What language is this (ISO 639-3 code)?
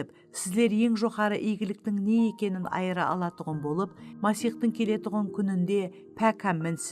kaa